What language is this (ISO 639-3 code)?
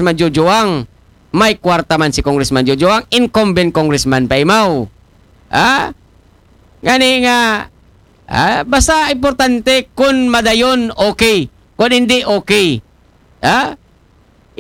akl